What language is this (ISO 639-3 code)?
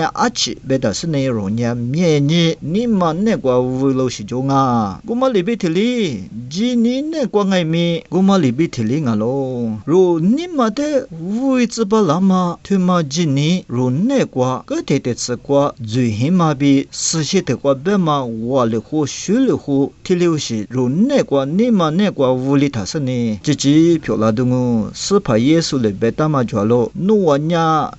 lis